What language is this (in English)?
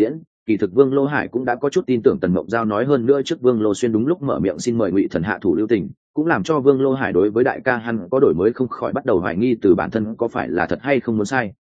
Vietnamese